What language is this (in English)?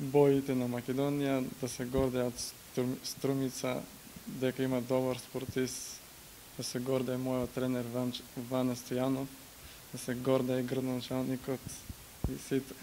Macedonian